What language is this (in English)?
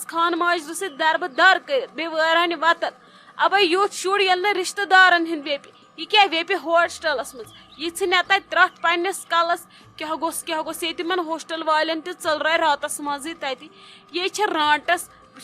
Kashmiri